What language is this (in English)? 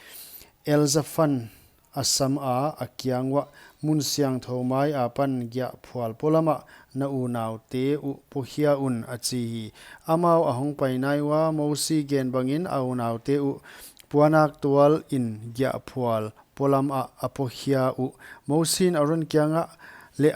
Paite Chin